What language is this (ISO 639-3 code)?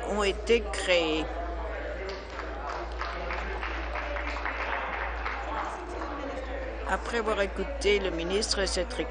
fra